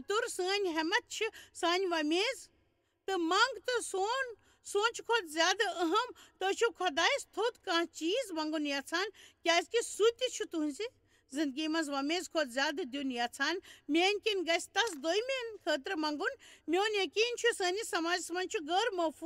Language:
Kashmiri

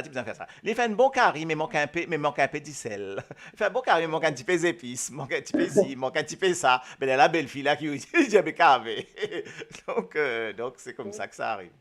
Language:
Morisyen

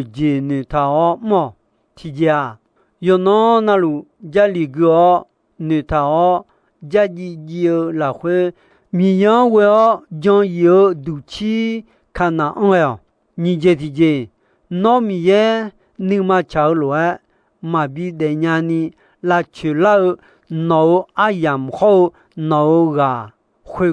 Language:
Akha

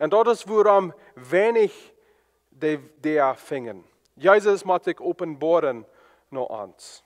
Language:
Plautdietsch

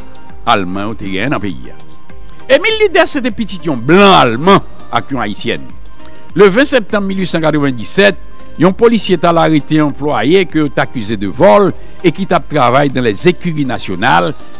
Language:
Haitian Creole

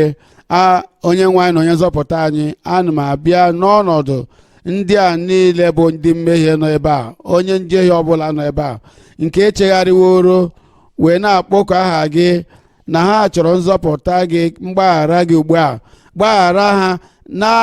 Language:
Igbo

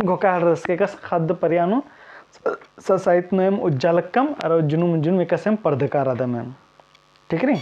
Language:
Kurukh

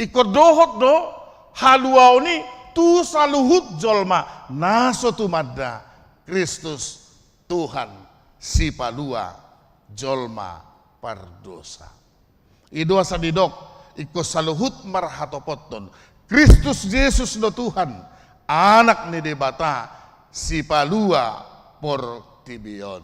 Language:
Batak Toba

